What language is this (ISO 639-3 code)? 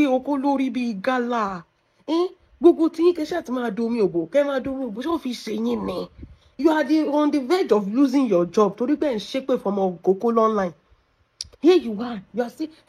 yor